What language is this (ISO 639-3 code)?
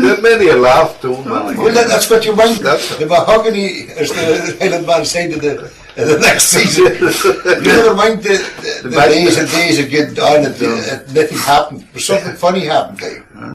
sco